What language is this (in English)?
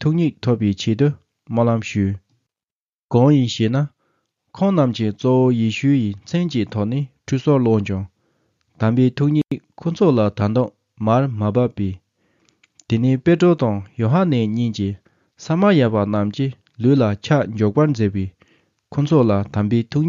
Tibetan